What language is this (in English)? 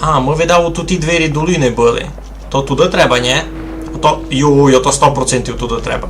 Rusyn